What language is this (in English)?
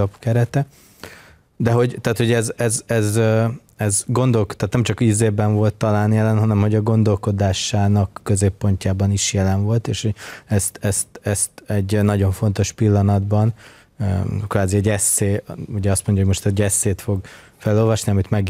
Hungarian